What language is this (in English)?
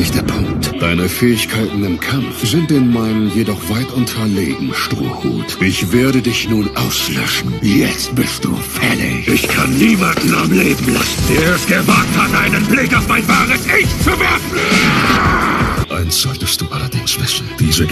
German